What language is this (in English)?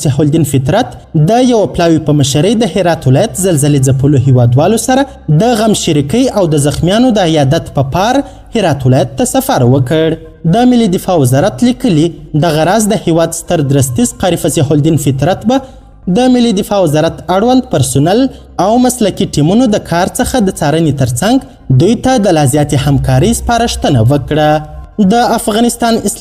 Pashto